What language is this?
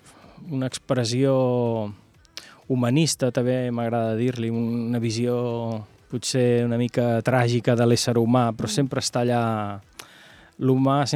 Catalan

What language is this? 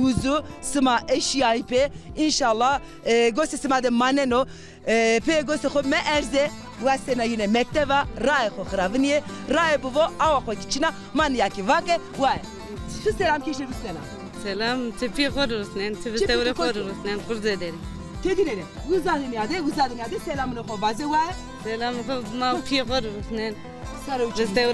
Zaza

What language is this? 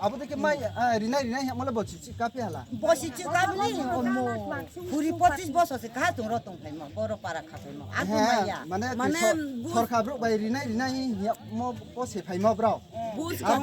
Riang (India)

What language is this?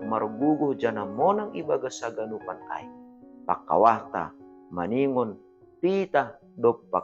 Batak Simalungun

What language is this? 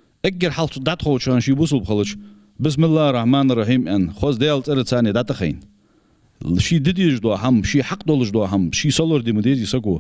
Ingush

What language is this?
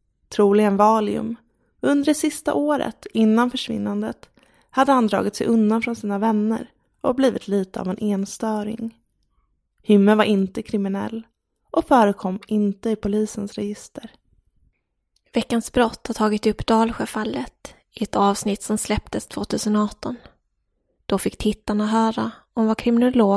Swedish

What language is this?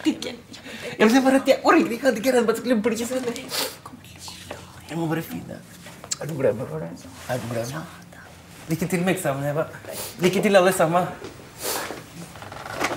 Norwegian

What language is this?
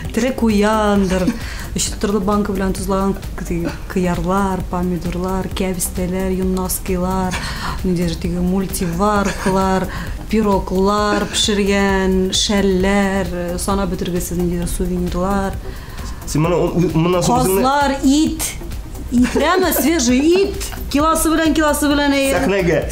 Tatar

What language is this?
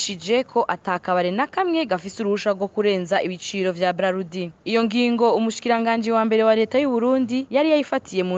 Rundi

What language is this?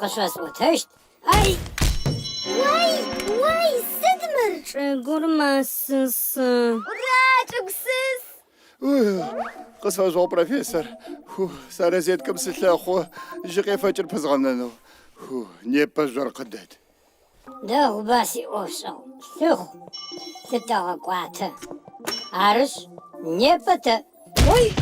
Adyghe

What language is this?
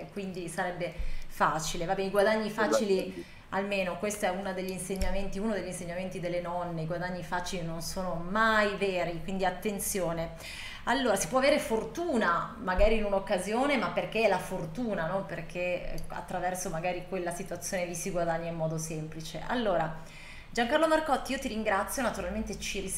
Italian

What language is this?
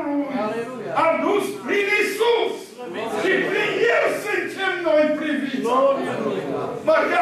Romanian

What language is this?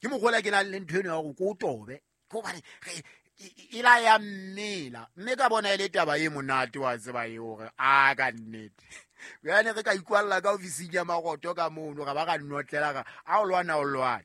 Southern Sotho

